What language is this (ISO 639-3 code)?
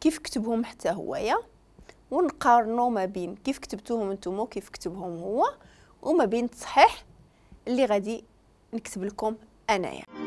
ary